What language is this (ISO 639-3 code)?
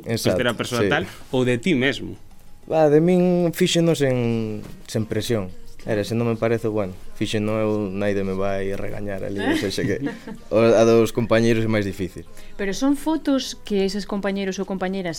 glg